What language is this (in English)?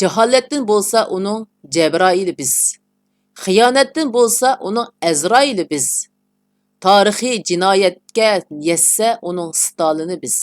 Uyghur